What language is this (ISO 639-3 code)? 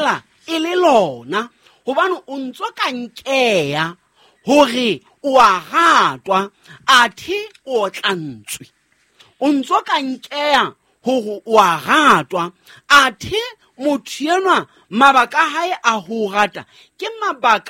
sot